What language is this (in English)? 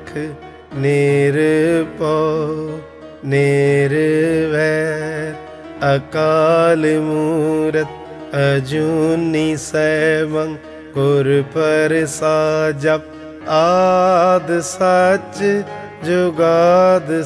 Punjabi